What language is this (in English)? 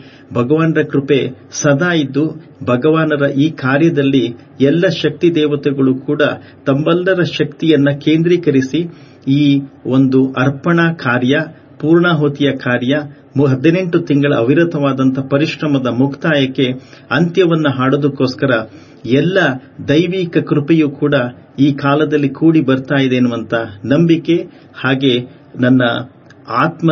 Kannada